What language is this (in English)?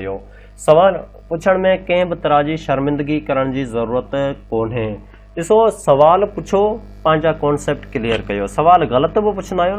Sindhi